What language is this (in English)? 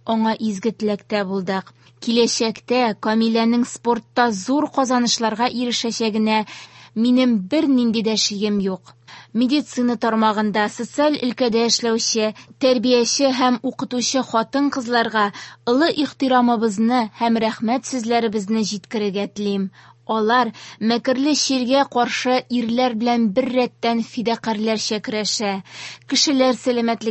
Tatar